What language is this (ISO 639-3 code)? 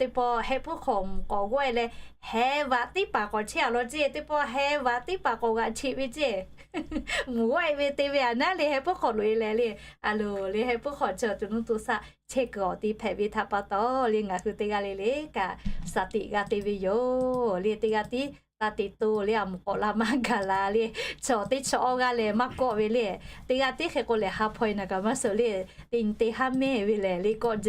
lhu